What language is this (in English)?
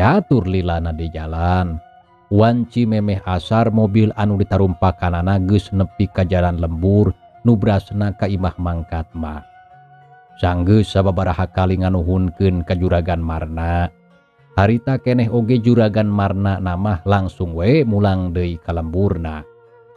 Sundanese